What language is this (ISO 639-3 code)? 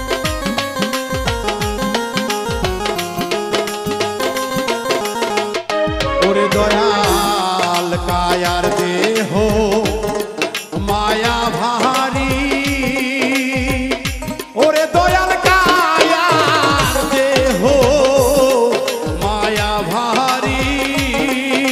ben